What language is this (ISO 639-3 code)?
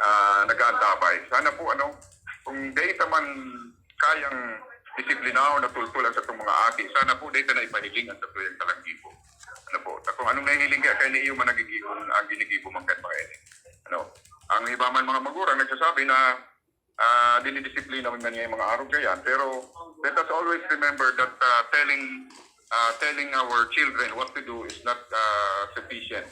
bik